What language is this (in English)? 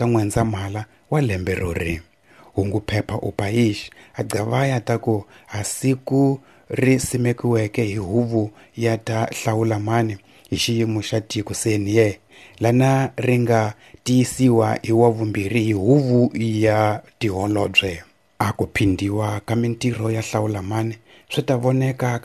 Tsonga